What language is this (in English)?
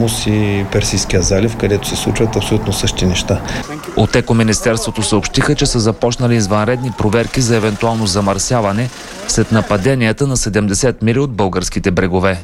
Bulgarian